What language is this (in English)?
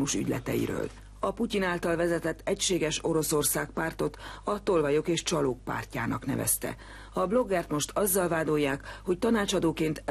Hungarian